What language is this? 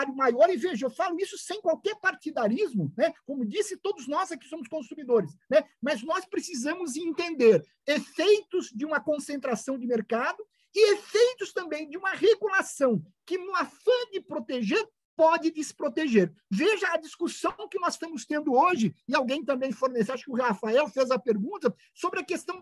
Portuguese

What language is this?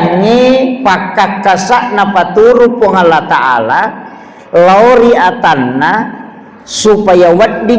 Buginese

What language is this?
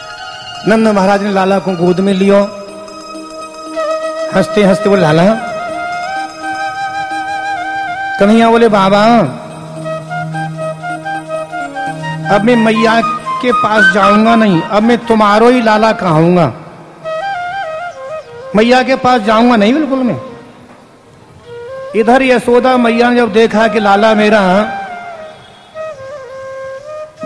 Hindi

